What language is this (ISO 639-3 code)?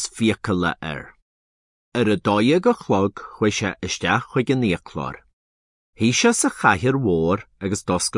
gle